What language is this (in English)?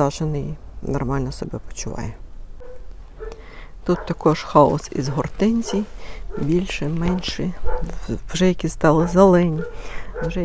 Ukrainian